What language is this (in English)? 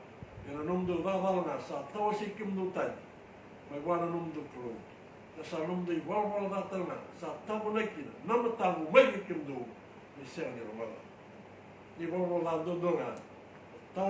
Fijian